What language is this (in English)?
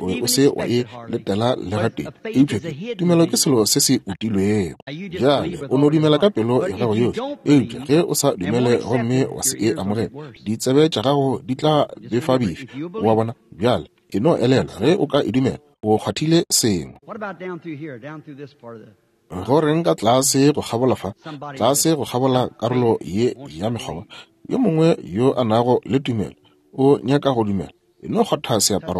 Northern Sotho